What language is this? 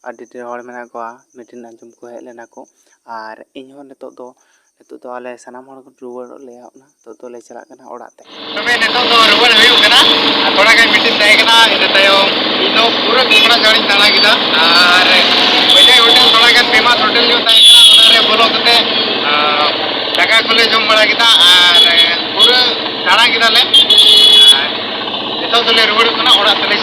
Santali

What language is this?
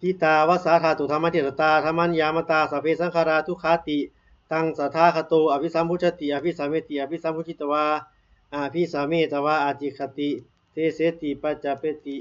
Pali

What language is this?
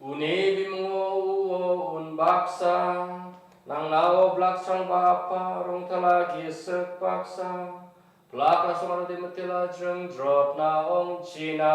Garo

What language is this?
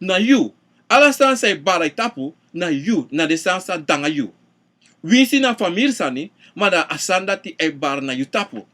Sranan Tongo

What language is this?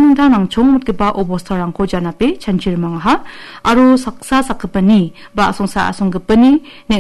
Garo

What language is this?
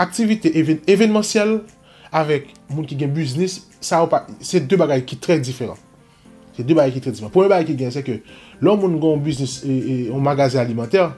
Haitian Creole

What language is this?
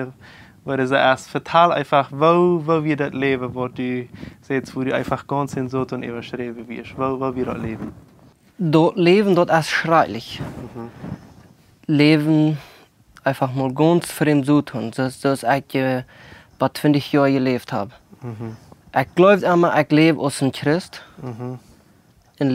Plautdietsch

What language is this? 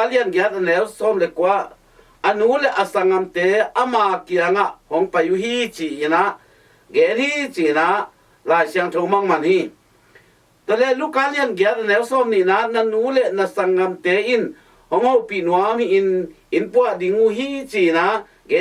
Tedim Chin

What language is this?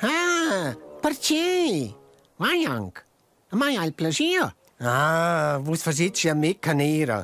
Romansh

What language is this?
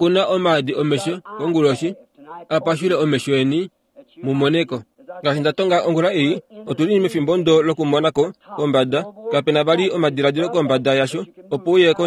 Kuanyama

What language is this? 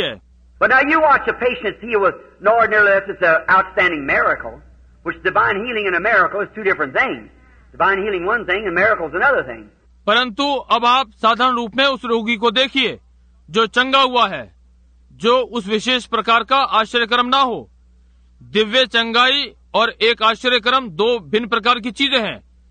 Hindi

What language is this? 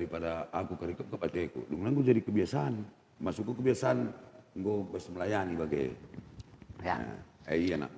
Batak Karo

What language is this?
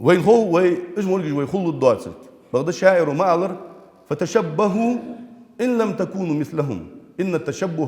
Ingush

